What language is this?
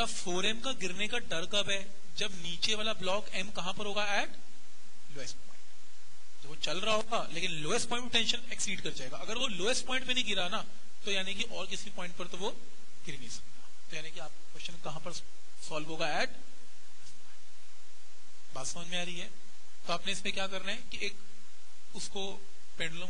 Hindi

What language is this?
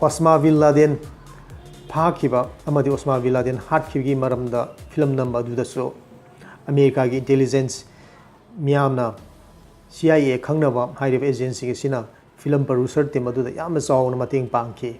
Manipuri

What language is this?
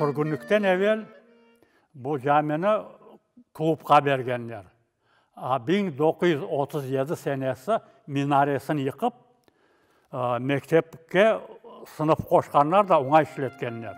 Crimean Tatar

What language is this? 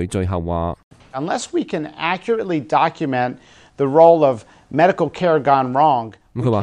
Cantonese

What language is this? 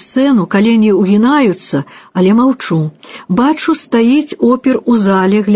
Belarusian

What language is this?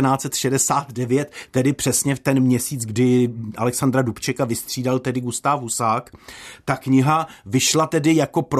Czech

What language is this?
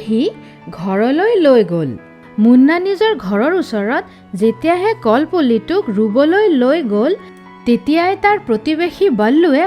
Assamese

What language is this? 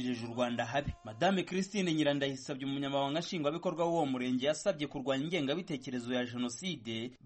Kinyarwanda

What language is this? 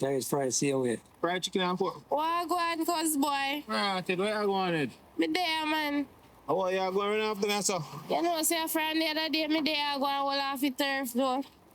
Jamaican Creole English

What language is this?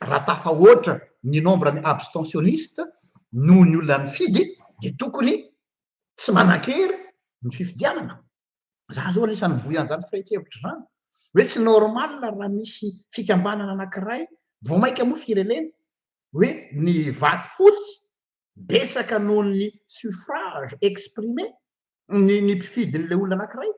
Malagasy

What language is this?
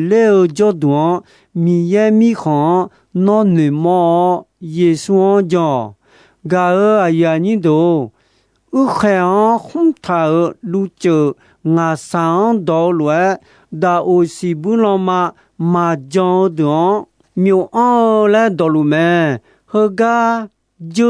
Akha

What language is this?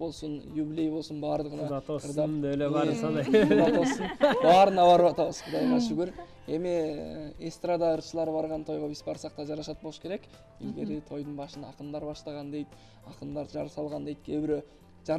Kyrgyz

